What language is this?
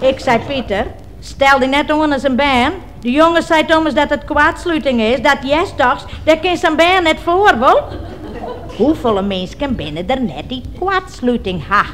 Western Frisian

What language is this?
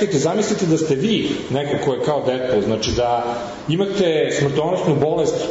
Serbian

